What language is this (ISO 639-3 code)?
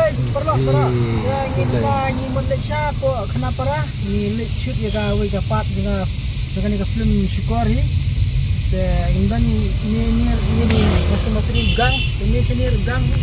kha